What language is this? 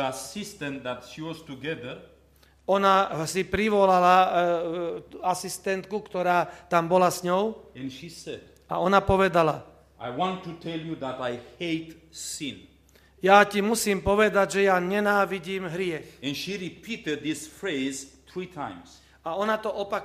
Slovak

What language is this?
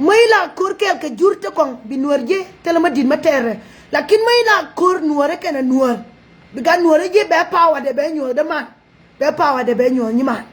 Nuer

